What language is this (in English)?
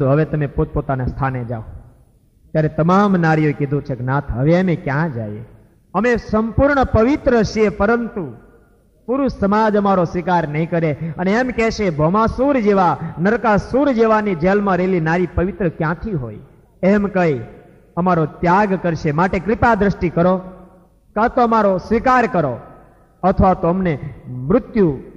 Gujarati